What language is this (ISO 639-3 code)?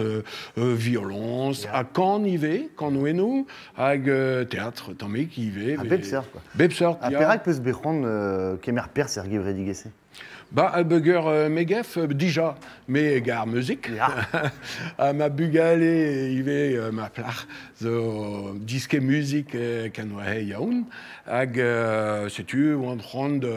bre